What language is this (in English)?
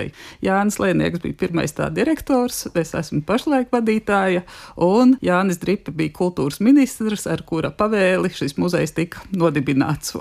Latvian